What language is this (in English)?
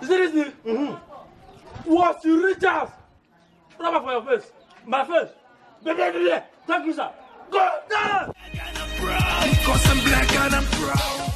Nigerian Pidgin